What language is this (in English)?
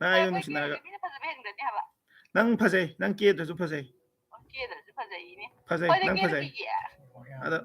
Manipuri